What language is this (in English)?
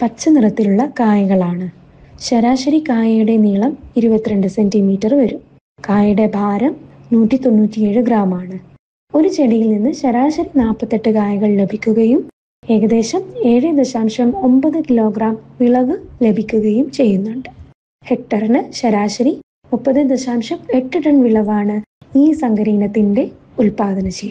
Malayalam